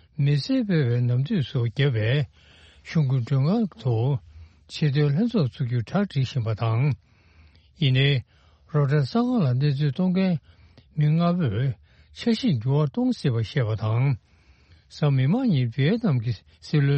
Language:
Tibetan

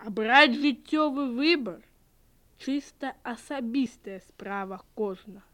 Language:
Belarusian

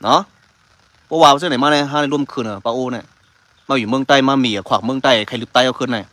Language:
Shan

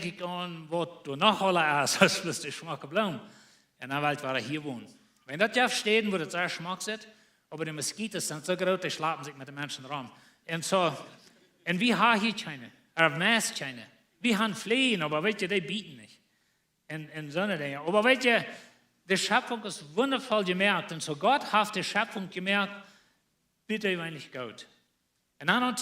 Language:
Plautdietsch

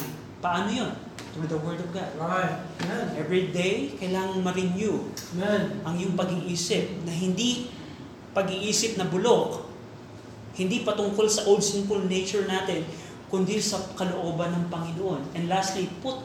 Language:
Filipino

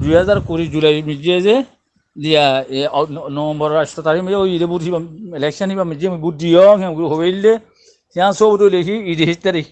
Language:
Rohingya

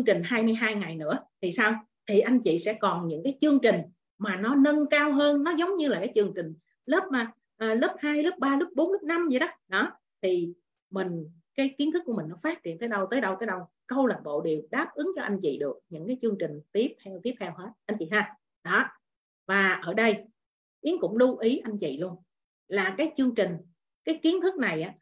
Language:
Vietnamese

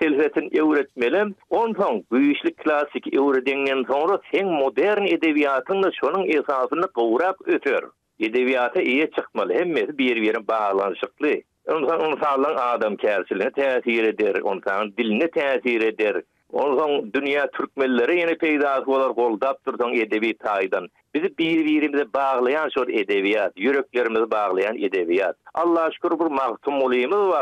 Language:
Turkmen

